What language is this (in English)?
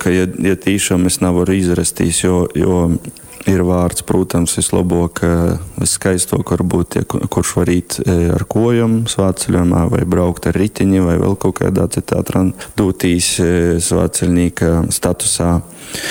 Latgalian